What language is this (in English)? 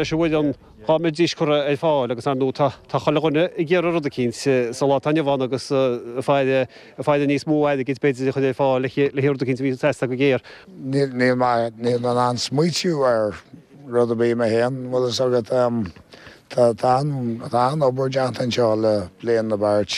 Irish